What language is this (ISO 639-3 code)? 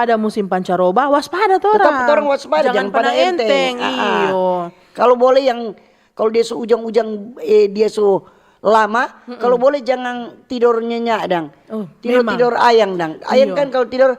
xmm